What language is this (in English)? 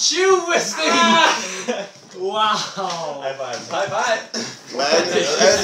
Faroese